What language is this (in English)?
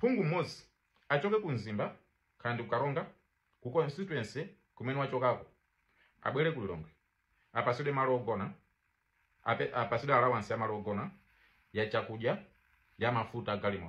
Nyanja